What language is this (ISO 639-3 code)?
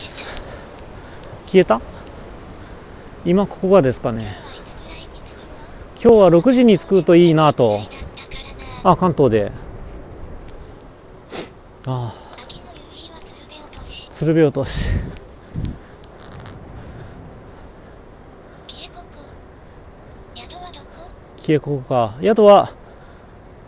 jpn